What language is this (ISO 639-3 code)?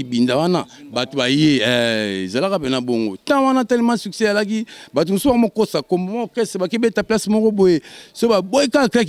lin